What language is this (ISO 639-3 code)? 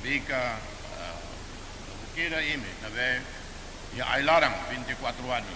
tet